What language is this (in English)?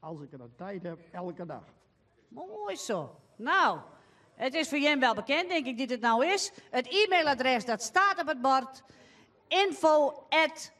Western Frisian